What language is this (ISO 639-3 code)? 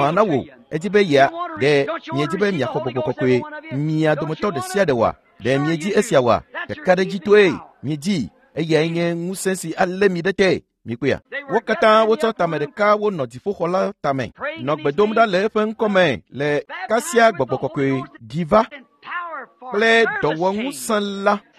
ewe